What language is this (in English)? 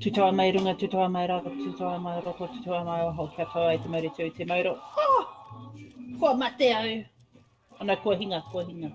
Māori